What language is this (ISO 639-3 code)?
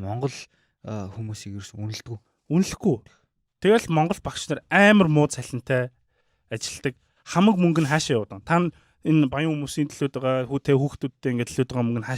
mon